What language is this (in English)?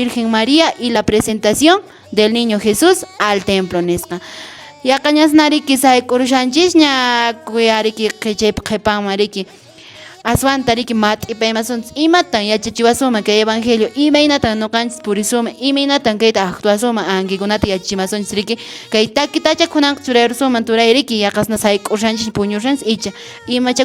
Quechua